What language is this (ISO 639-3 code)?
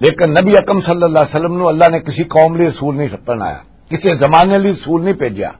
lah